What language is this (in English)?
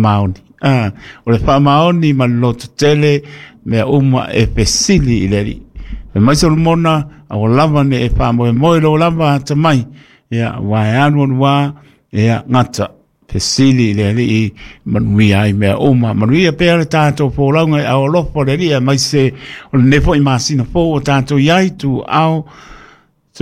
Samoan